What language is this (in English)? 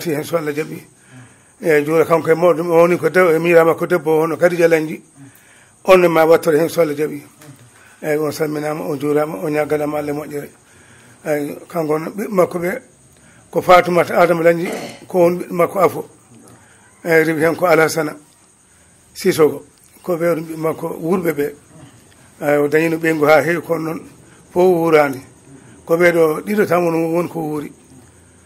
Fula